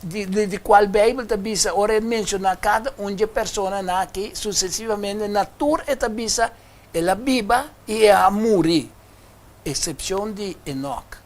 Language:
Papiamento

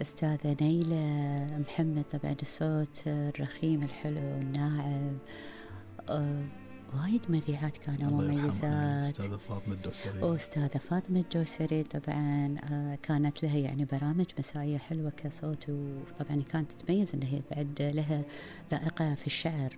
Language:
Gulf Arabic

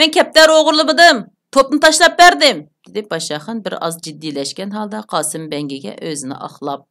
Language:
Uyghur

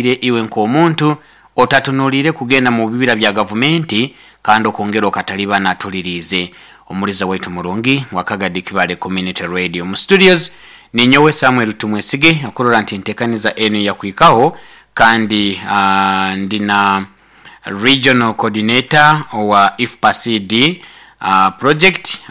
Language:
Nyoro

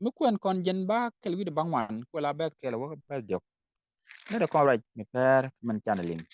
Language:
Nuer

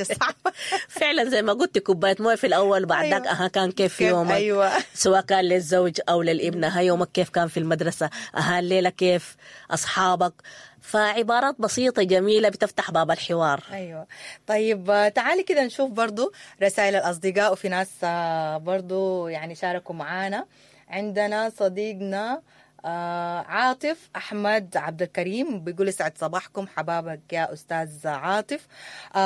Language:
Sudanese Arabic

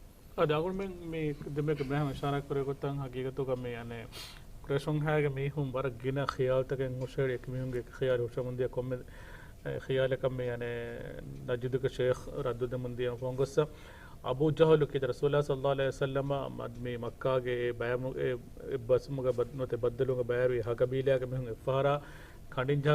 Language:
Divehi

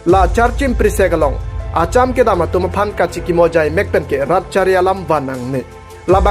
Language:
Karbi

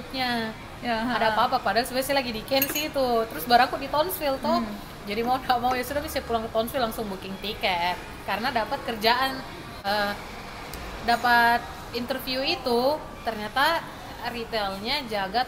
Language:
Indonesian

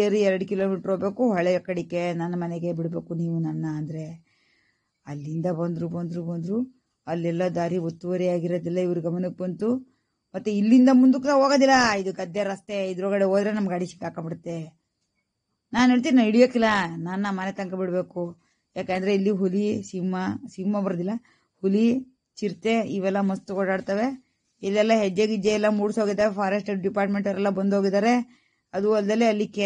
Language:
Kannada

